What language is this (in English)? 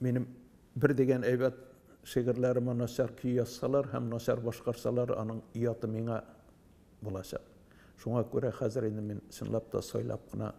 Tatar